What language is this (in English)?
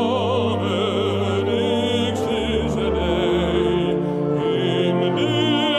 Western Frisian